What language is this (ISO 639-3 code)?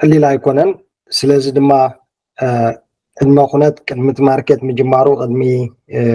tir